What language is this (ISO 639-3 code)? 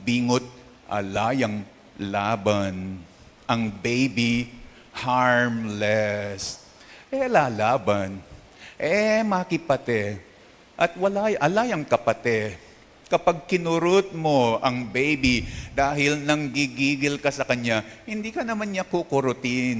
pam